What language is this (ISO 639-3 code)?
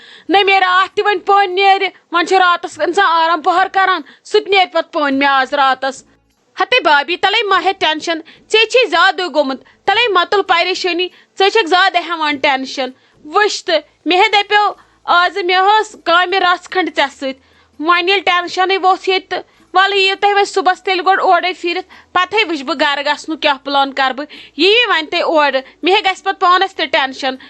kas